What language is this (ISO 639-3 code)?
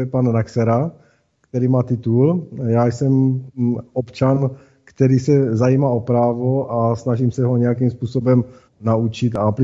ces